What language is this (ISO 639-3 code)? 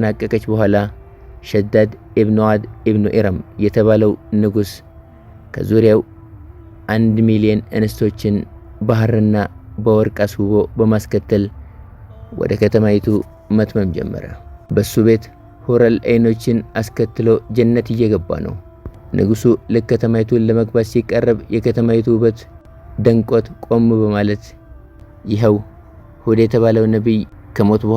amh